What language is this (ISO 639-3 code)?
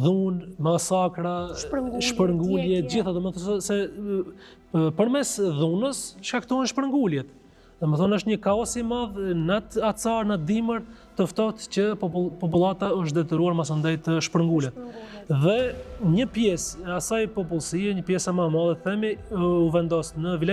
sqi